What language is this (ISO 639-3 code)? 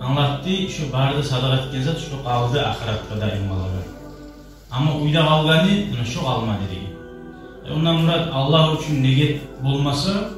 kum